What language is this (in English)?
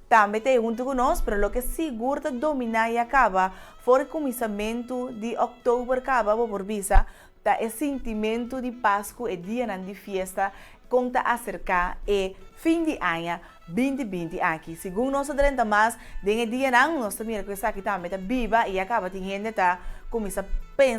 Papiamento